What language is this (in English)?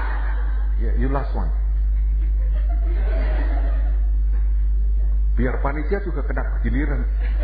Indonesian